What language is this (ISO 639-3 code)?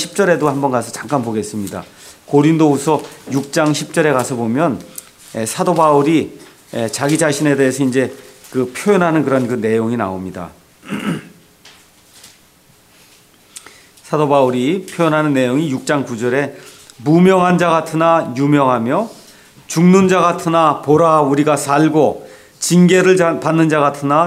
kor